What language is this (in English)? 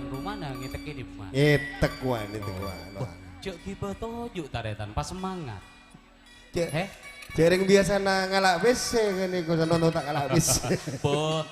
Madurese